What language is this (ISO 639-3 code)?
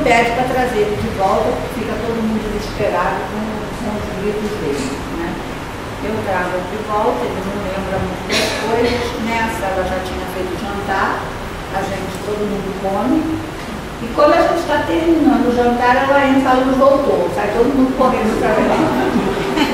por